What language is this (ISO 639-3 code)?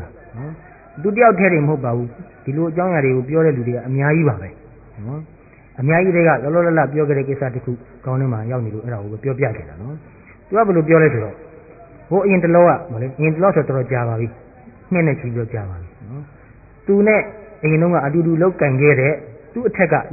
mya